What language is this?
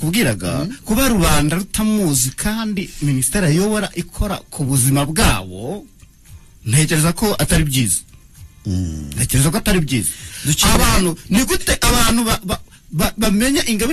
Kinyarwanda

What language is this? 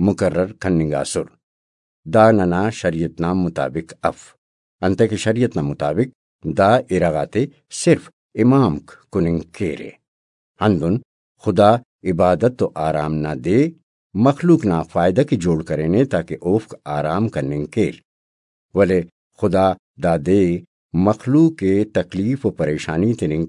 Brahui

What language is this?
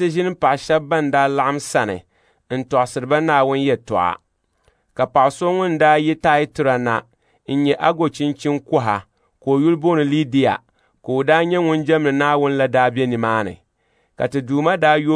Dagbani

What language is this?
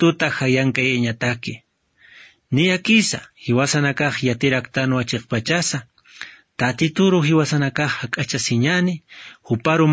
Aymara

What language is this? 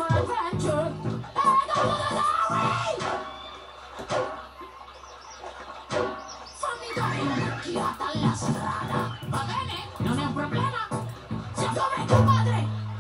Italian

